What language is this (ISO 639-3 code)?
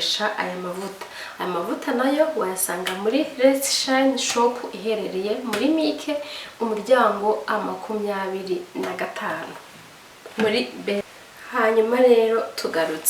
kin